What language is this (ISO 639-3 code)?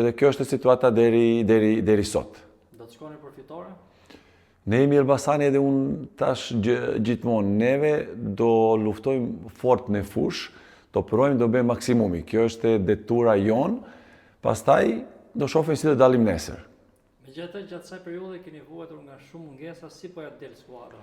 sqi